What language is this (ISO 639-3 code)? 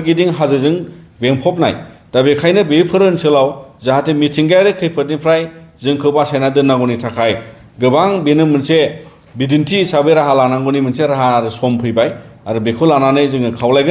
brx